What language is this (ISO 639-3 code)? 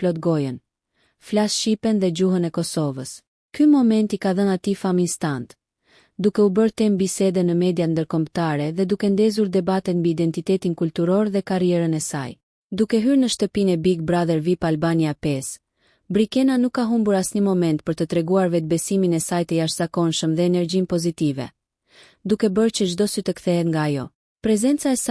sqi